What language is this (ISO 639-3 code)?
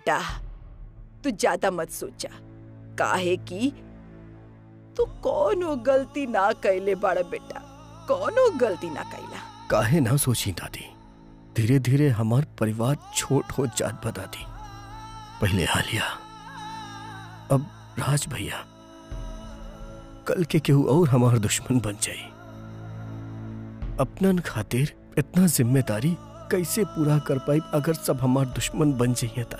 bho